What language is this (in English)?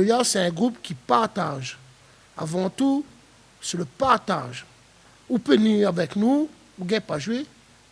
Réunion Creole French